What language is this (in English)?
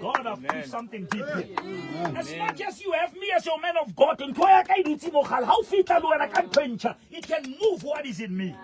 Southern Sotho